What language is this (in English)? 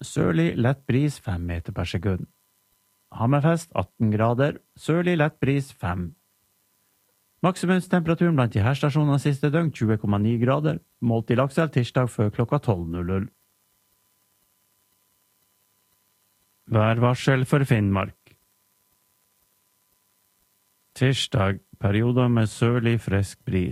Norwegian